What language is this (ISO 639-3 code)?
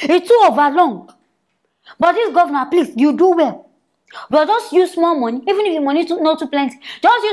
pcm